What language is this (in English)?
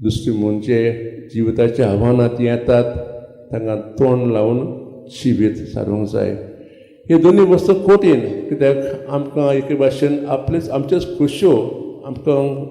Konkani